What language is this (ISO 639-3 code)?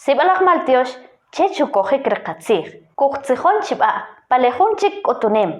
quc